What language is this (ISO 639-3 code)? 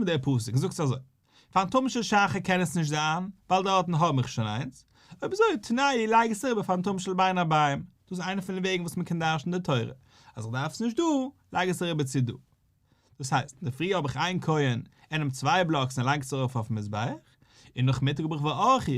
yid